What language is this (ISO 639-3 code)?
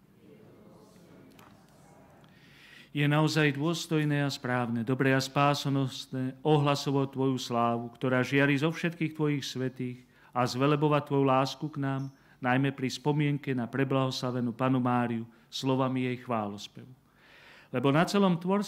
slk